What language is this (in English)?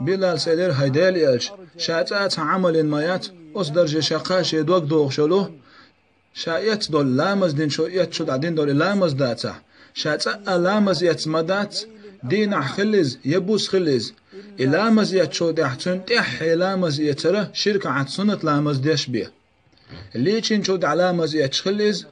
Chechen